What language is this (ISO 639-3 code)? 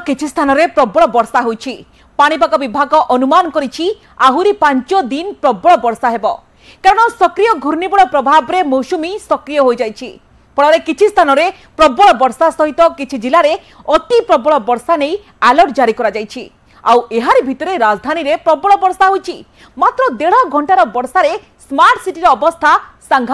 ori